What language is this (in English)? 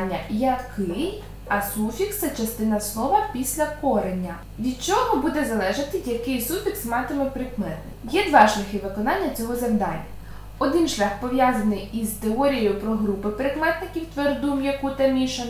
Ukrainian